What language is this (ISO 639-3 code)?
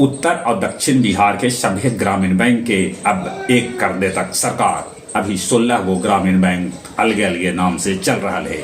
mag